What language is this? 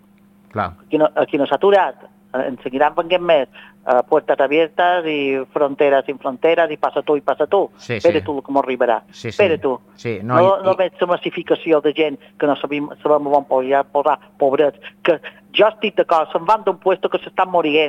Catalan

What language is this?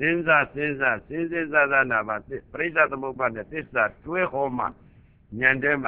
Burmese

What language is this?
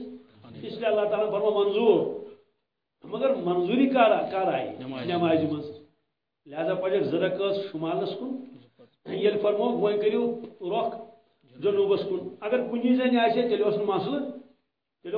Kashmiri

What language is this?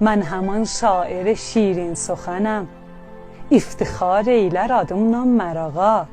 South Azerbaijani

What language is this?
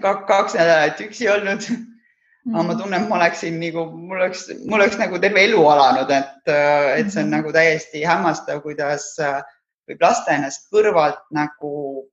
Estonian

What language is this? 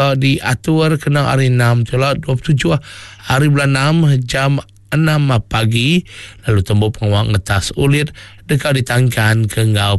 Iban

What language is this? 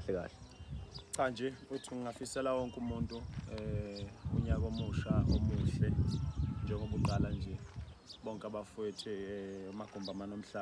Zulu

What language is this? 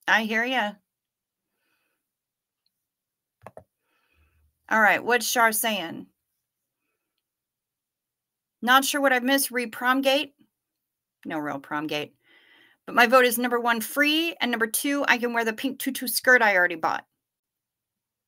English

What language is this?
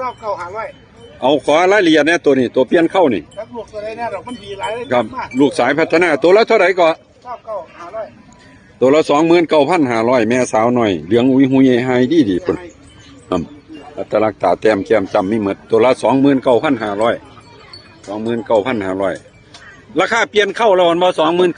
Northeastern Thai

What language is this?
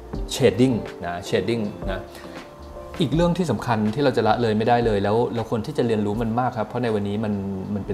Thai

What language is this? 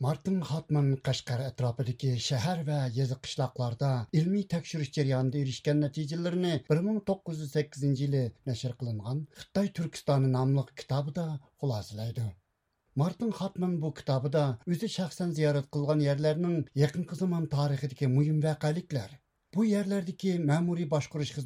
Uyghur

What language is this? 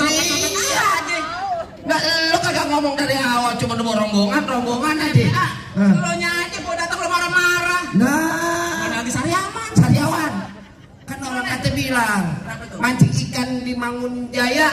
Betawi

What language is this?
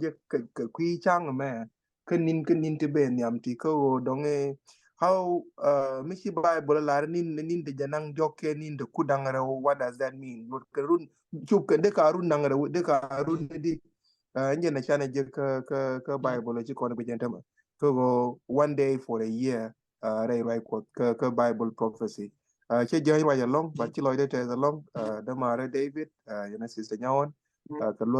Nuer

